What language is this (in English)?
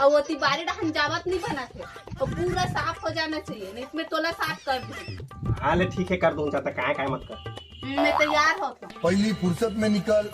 Chhattisgarhi